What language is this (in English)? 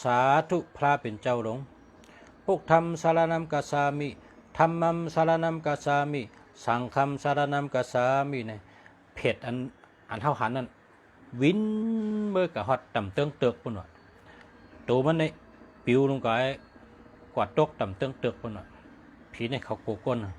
Shan